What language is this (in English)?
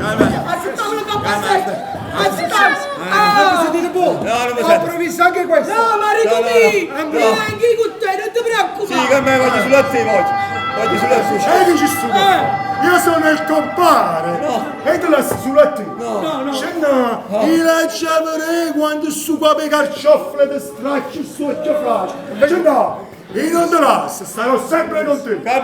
Neapolitan